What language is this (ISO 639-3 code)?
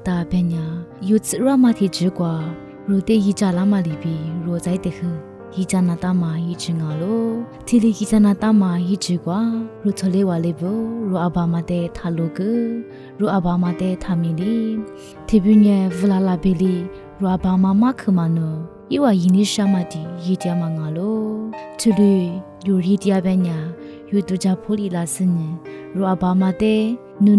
lis